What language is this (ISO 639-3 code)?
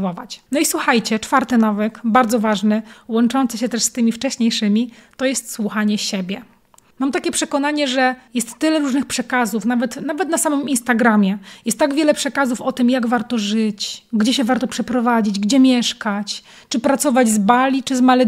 pol